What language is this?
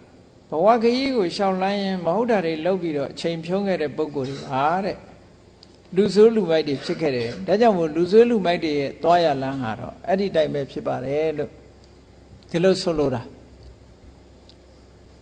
Burmese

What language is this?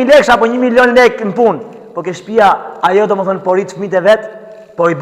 Albanian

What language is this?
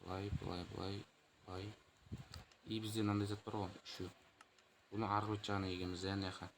Kazakh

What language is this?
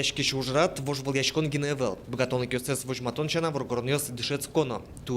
Udmurt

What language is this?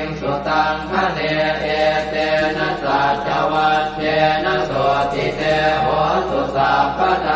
Pali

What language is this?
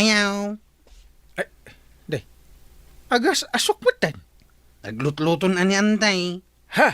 Iloko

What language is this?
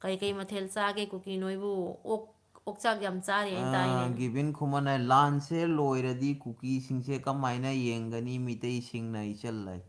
Manipuri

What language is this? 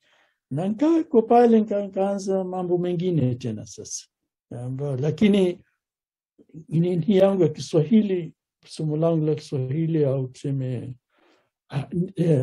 Swahili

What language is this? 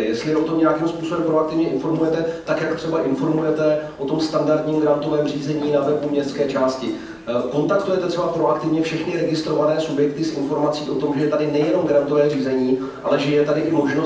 Czech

